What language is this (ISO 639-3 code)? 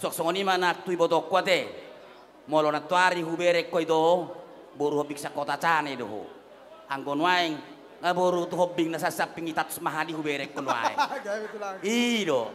bbc